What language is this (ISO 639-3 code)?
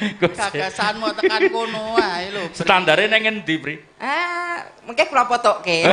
jav